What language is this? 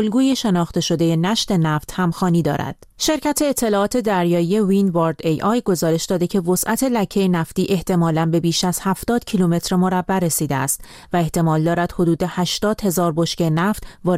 Persian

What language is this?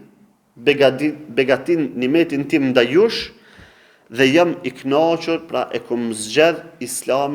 Albanian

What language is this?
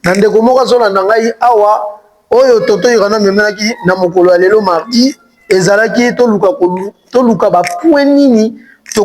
Lingala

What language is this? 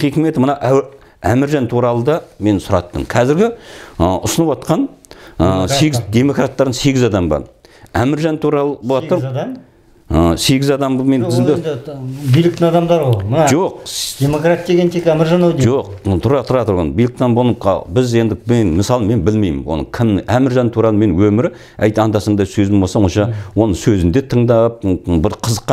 Kazakh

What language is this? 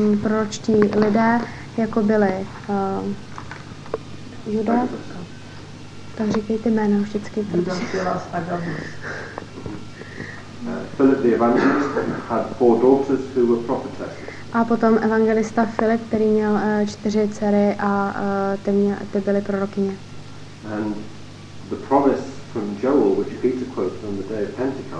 Czech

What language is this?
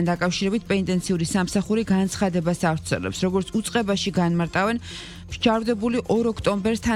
Georgian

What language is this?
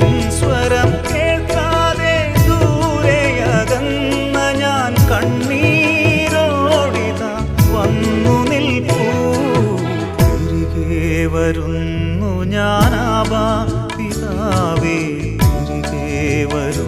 Malayalam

